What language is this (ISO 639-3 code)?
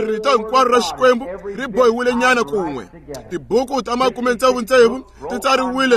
tso